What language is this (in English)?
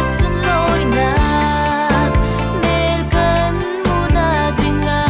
Falam Chin